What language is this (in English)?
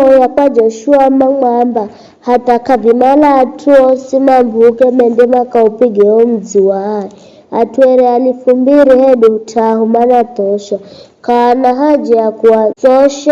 Giryama